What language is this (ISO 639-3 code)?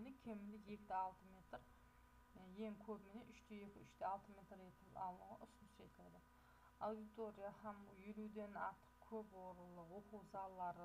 kaz